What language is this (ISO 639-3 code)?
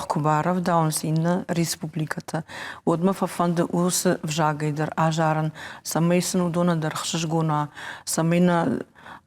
oss